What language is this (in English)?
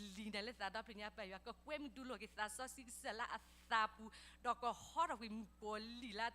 S'gaw Karen